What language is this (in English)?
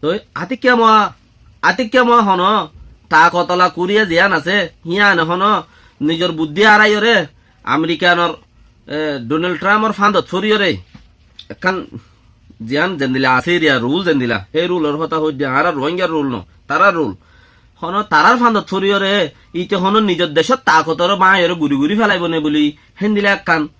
Rohingya